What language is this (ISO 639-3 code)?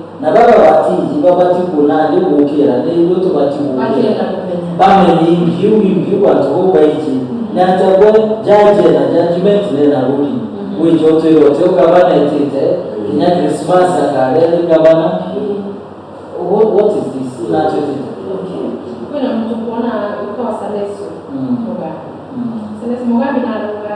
mer